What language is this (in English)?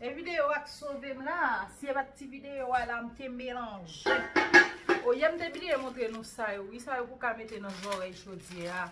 Haitian Creole